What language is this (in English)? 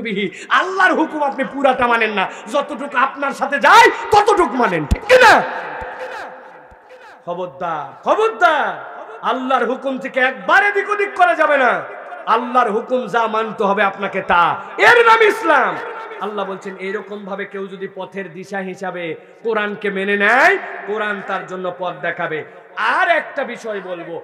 Bangla